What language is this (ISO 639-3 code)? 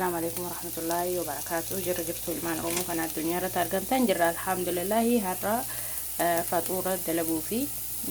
orm